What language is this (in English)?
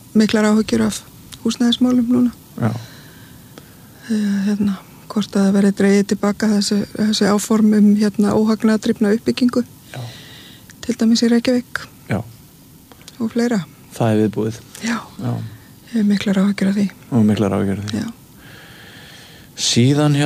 Icelandic